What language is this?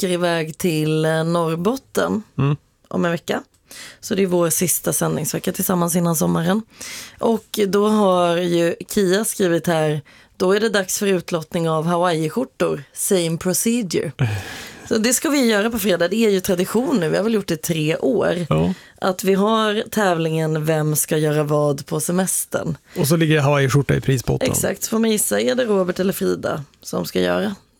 Swedish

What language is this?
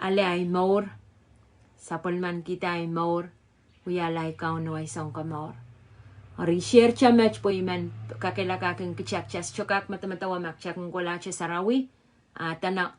Pohnpeian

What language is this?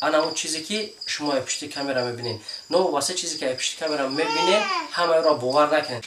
Tajik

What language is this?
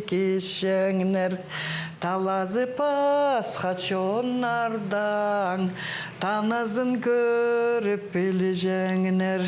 Khakas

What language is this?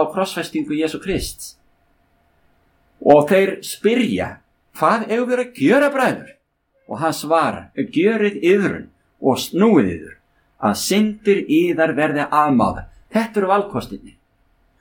Icelandic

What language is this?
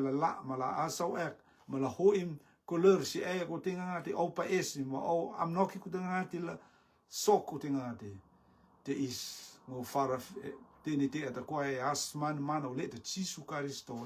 Rotuman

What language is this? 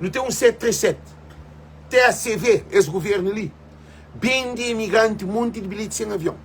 Kabuverdianu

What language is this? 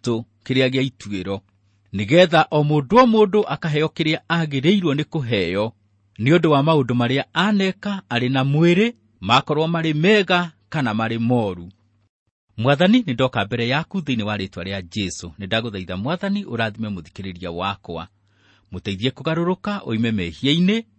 Kikuyu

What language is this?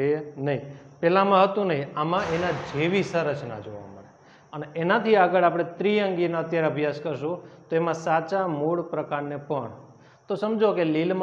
Gujarati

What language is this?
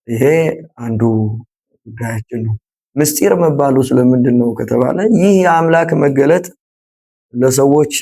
Amharic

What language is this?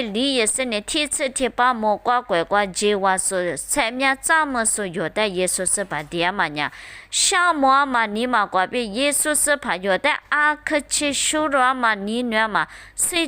Lisu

